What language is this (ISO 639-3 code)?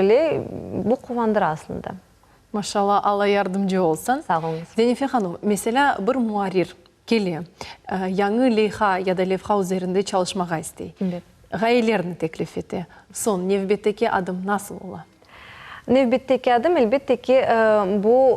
crh